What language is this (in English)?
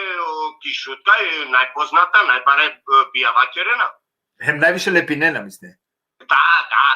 Balkan Romani